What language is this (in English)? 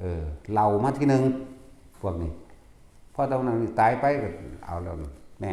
Lao